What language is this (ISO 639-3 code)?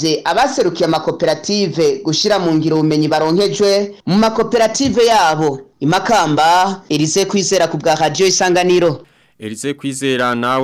run